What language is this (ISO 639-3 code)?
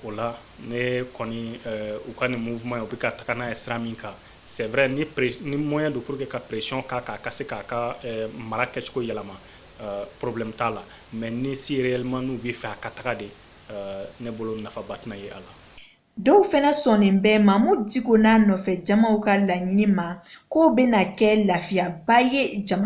bam